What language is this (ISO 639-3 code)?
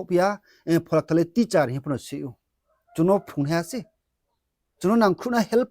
ria